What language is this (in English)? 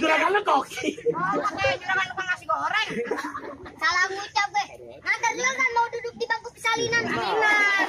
Betawi